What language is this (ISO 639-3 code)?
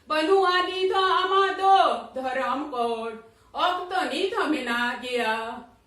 sat